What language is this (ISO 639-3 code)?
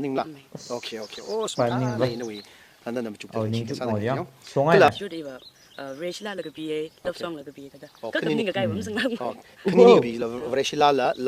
nmf